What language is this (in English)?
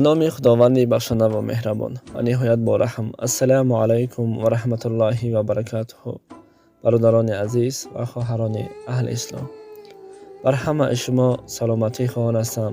Tajik